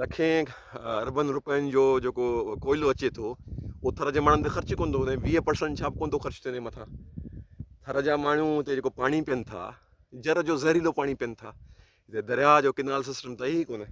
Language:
Sindhi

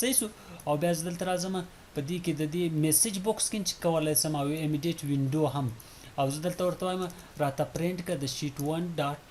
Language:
Pashto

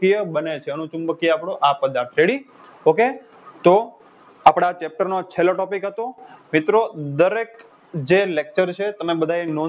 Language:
Gujarati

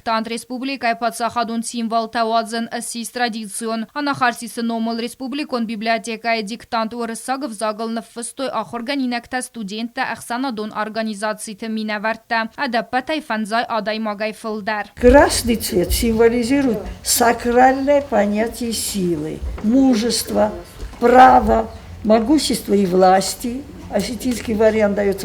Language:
Ossetic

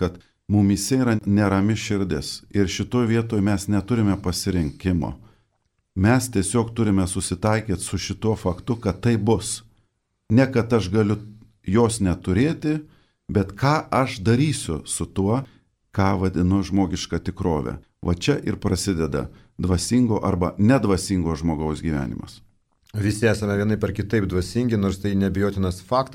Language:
Lithuanian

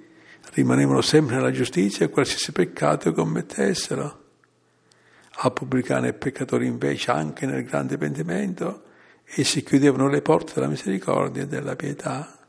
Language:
Italian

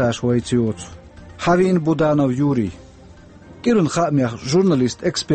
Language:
Chechen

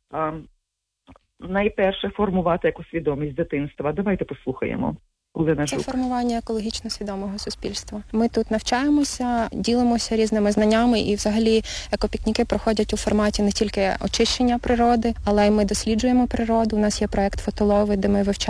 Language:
Ukrainian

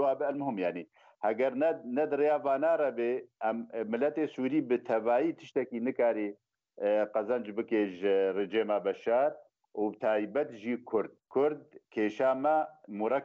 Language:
Kurdish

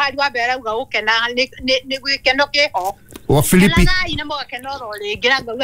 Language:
Kikuyu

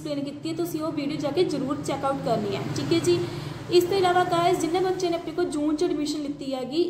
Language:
Punjabi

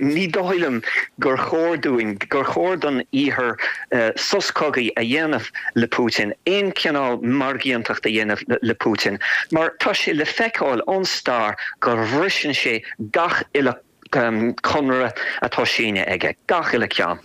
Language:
Irish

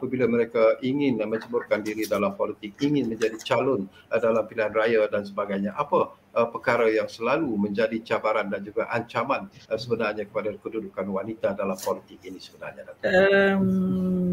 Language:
Malay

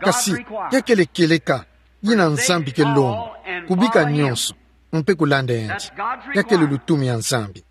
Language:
Kituba (Democratic Republic of Congo)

